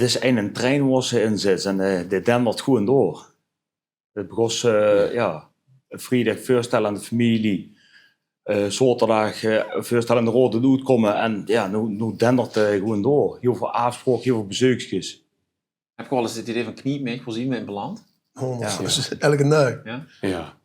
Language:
Limburgish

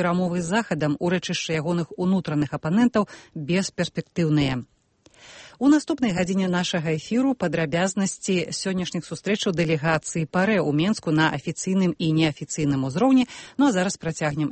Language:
Belarusian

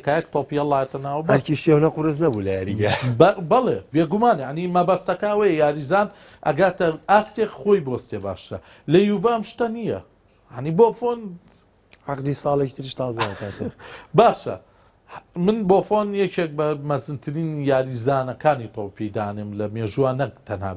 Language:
Central Kurdish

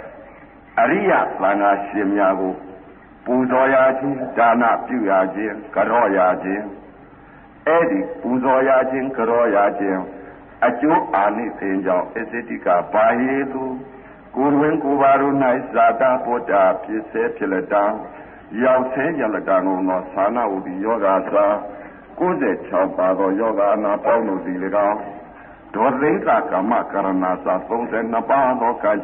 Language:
Burmese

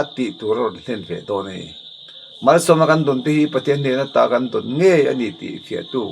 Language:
Mizo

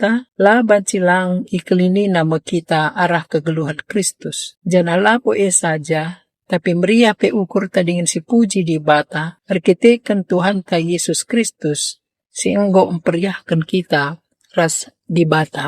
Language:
Batak Karo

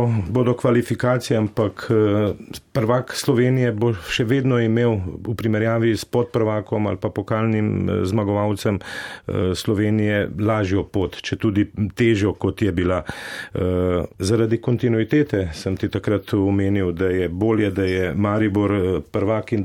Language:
Slovenian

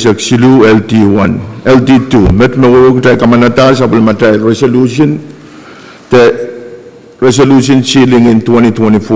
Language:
Pohnpeian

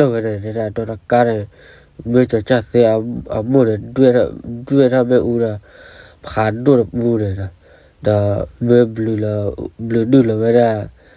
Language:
S'gaw Karen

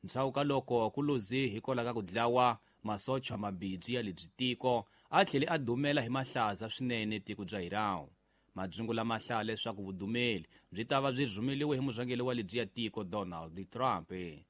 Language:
Tsonga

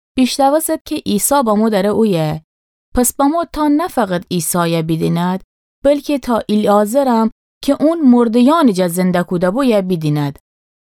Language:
Gilaki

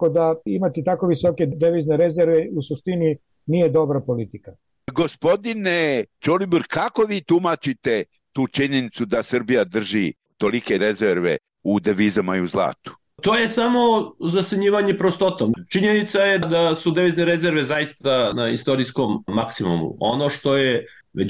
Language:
Serbian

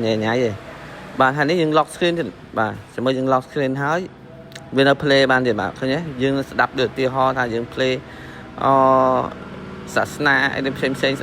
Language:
Khmer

